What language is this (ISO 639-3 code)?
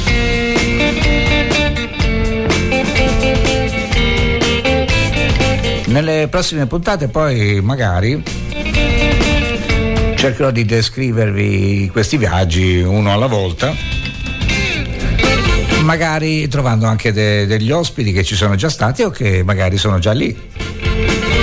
ita